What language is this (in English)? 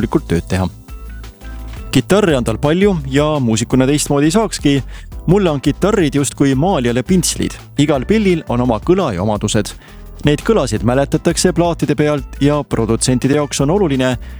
Estonian